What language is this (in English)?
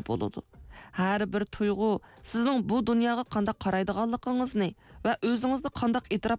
Uyghur